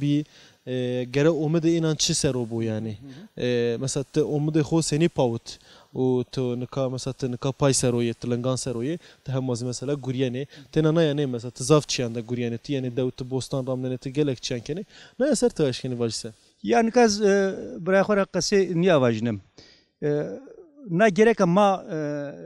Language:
Zaza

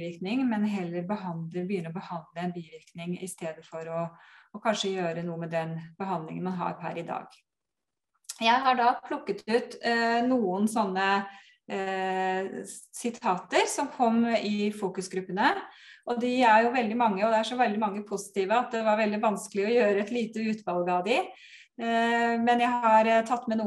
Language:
Norwegian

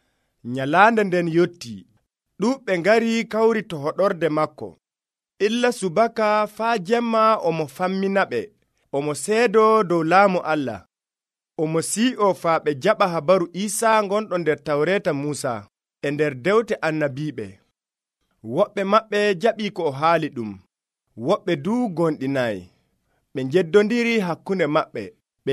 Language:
Nigerian Fulfulde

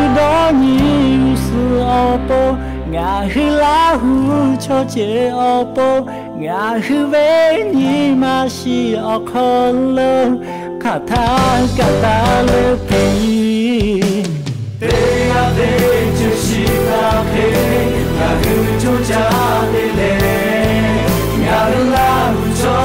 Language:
Lahu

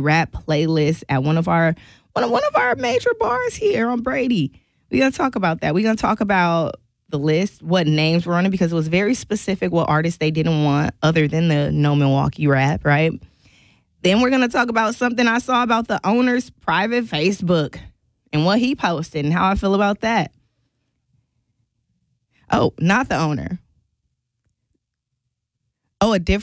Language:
English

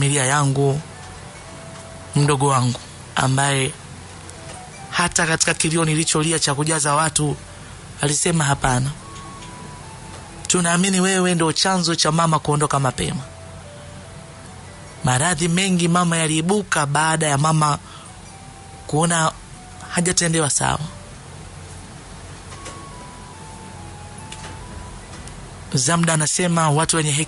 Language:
Swahili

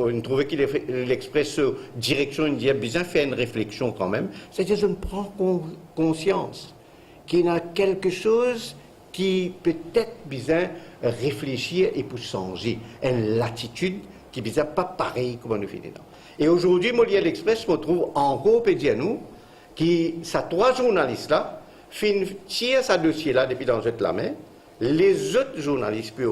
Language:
Morisyen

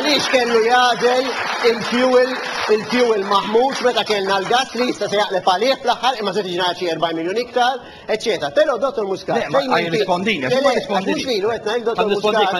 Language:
Maltese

